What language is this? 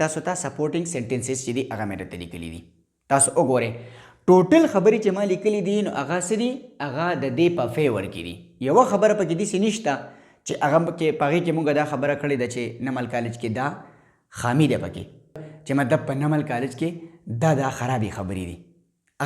Pashto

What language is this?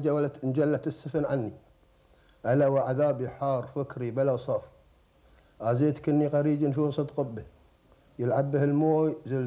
Gulf Arabic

